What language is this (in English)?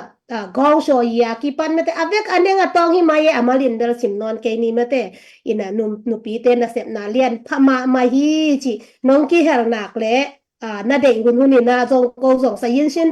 Tedim Chin